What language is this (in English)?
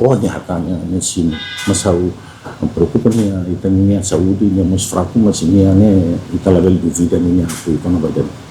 Tetum